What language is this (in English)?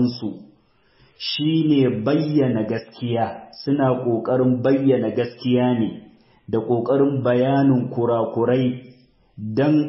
Hausa